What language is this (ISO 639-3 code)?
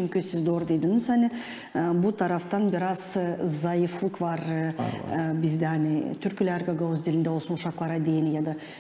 gag